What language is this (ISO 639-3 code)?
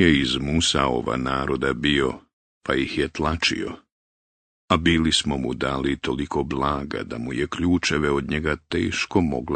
bos